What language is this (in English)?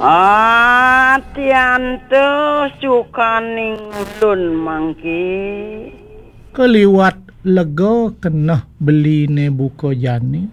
Balinese